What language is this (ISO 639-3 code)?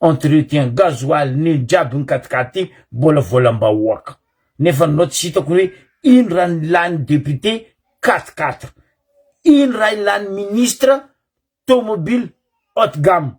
mlg